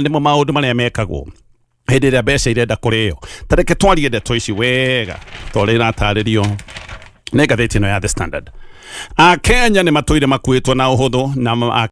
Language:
Kikuyu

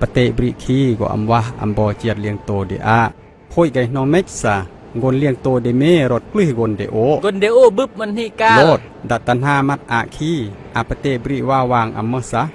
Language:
Khmu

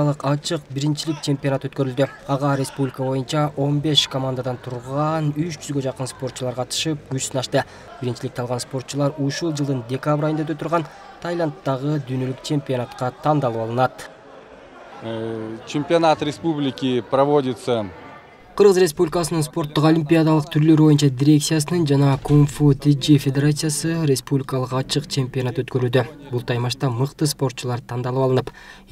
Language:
Kyrgyz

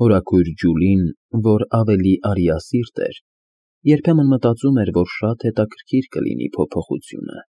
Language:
Armenian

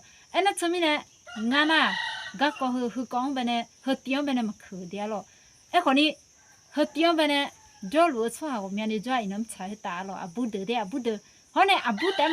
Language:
Akha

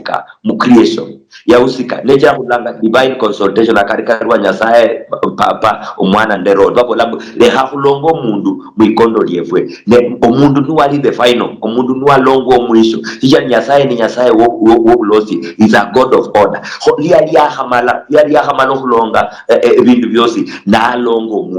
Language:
Luyia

